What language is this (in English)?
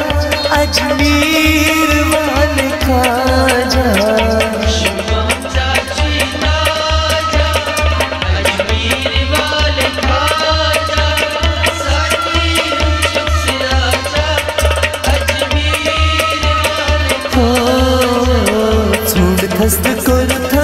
Hindi